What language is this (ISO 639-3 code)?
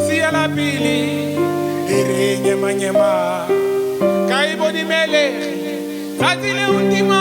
tsn